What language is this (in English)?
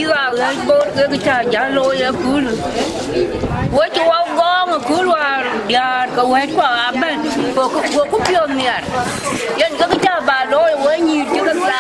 Dinka